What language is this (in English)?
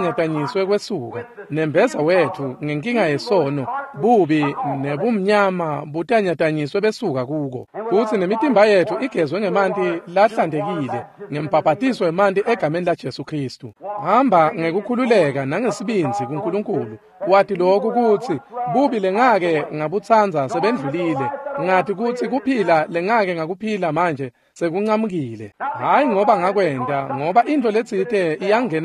Swati